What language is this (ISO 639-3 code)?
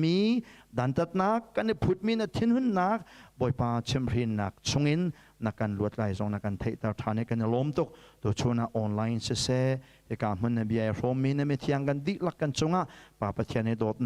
cnh